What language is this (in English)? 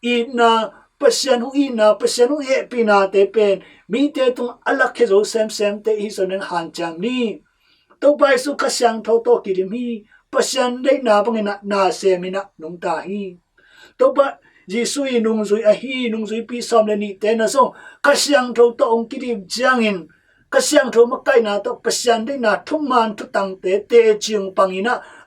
Tedim Chin